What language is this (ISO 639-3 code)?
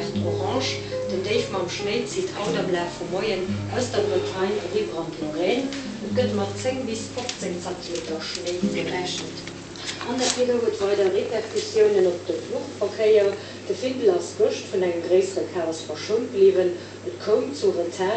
ltz